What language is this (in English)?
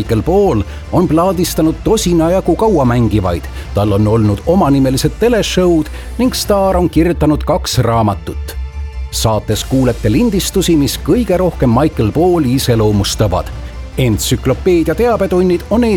Estonian